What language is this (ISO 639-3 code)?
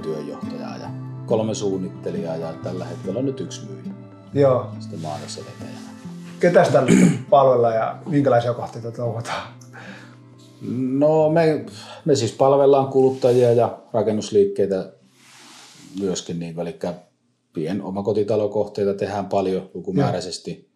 fin